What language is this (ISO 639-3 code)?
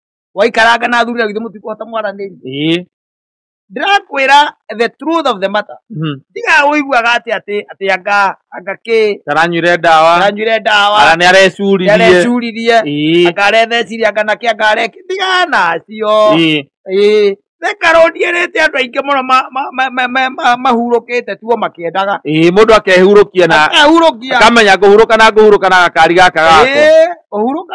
kik